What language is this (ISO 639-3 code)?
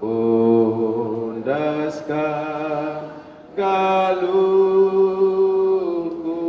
btx